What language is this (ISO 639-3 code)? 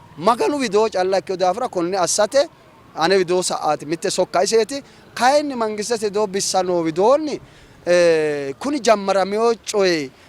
sid